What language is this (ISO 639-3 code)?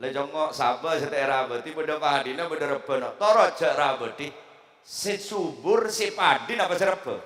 mad